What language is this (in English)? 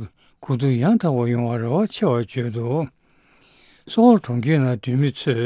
Tibetan